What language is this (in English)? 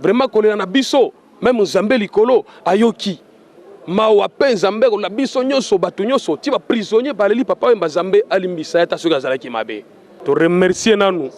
Lingala